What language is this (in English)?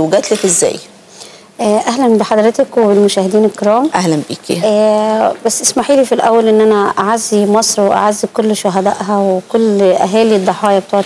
Egyptian Arabic